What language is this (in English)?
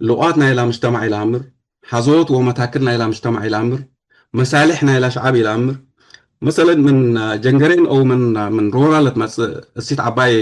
Tigre